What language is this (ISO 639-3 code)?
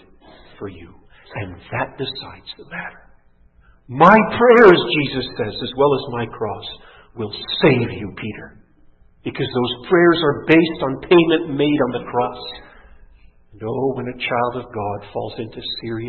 eng